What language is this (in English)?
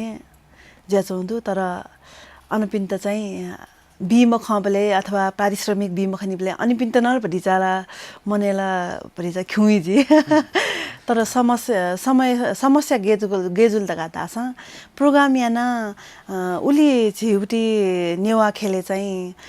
Newari